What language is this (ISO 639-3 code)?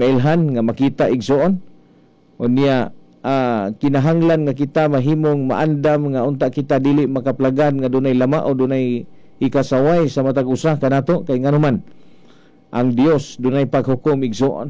ceb